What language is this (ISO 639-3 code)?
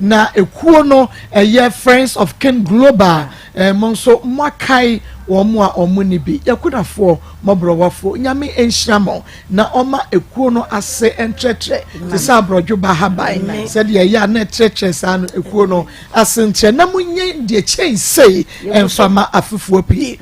aka